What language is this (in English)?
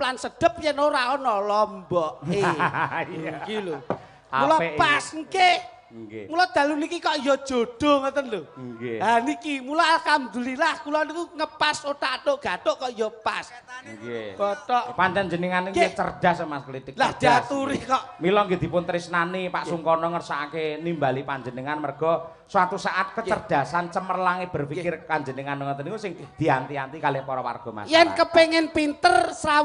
Javanese